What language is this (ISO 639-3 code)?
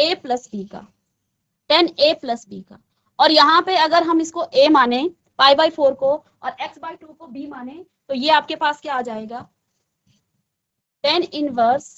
hin